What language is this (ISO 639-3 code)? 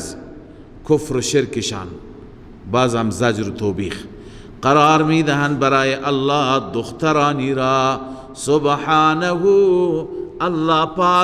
fas